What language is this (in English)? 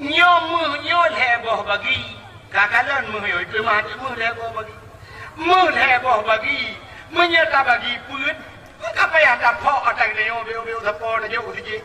Achinese